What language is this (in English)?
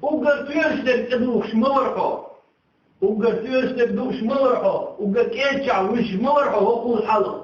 Chechen